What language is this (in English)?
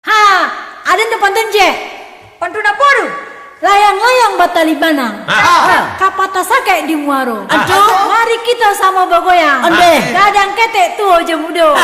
Minangkabau